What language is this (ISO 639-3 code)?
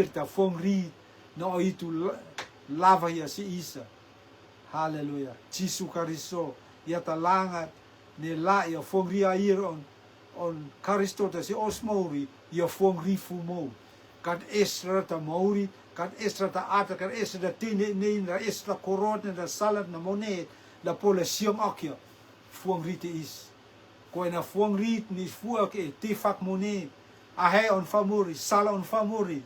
rtm